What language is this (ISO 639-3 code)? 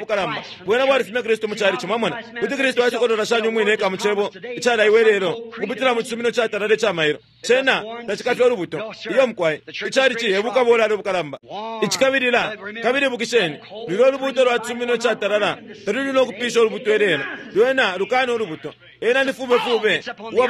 bem